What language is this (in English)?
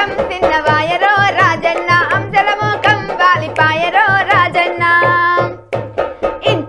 Telugu